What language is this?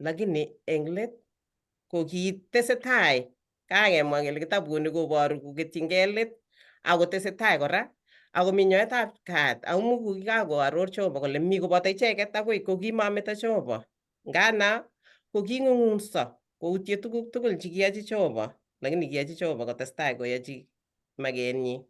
Kalenjin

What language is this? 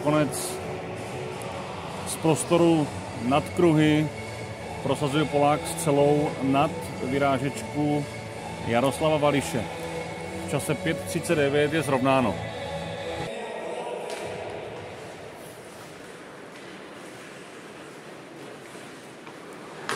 Czech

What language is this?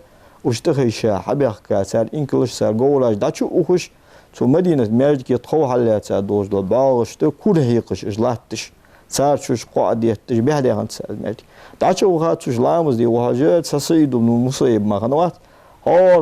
Ingush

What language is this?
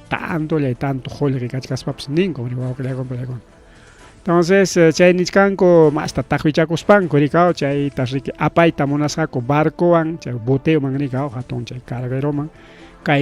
Ayacucho Quechua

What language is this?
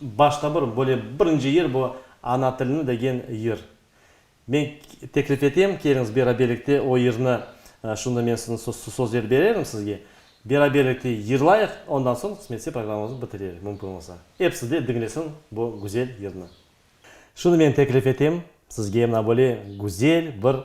Crimean Tatar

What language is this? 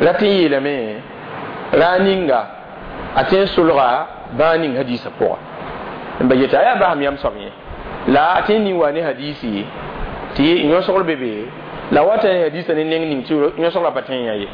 Mossi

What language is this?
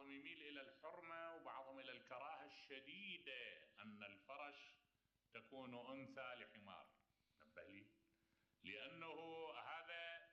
Mesopotamian Arabic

